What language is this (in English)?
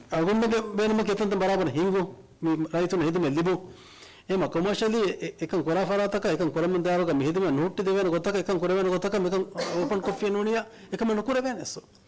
Divehi